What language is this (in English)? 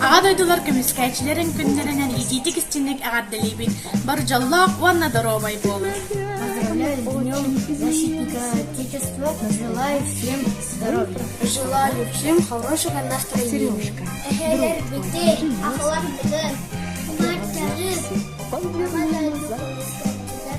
Yakut